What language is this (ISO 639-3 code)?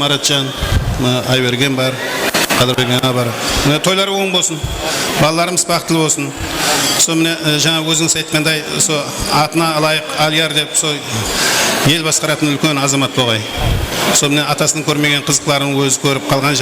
kaa